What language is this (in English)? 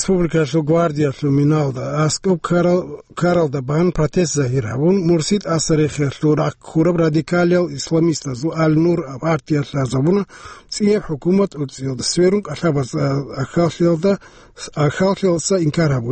Avaric